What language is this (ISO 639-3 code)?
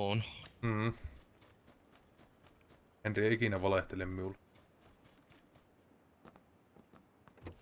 fin